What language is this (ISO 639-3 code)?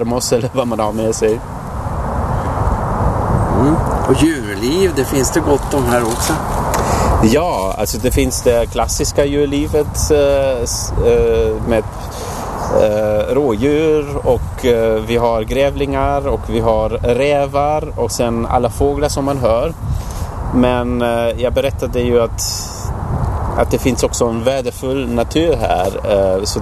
swe